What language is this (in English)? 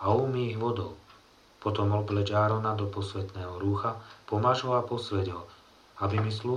Slovak